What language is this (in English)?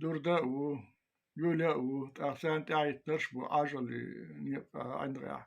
Chechen